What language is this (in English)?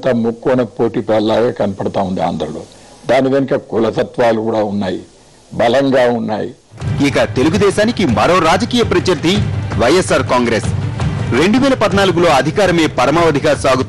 Telugu